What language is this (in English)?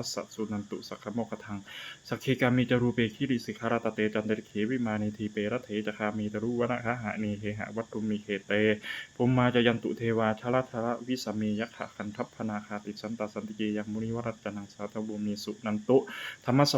Pali